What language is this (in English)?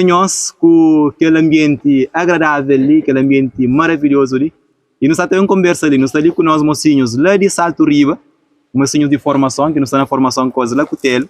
Kabuverdianu